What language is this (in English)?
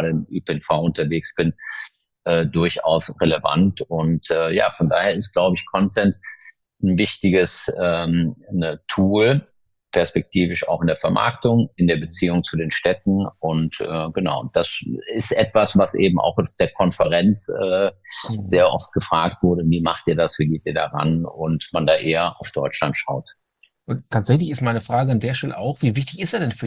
German